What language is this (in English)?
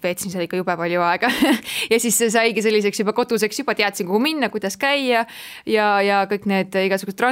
Estonian